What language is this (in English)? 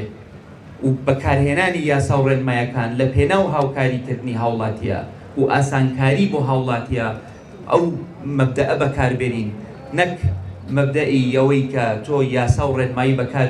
Central Kurdish